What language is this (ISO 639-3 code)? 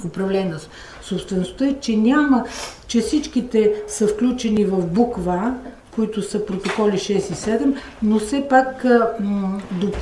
bul